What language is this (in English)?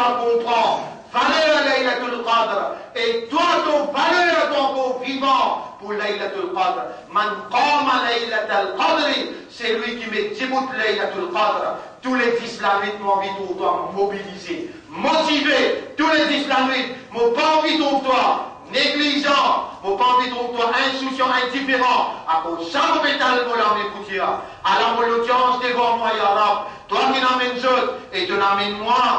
Morisyen